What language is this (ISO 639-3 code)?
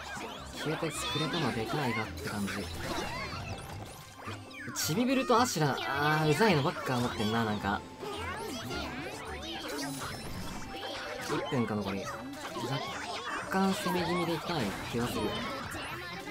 jpn